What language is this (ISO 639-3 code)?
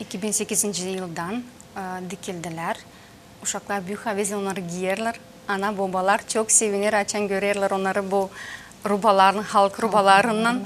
gag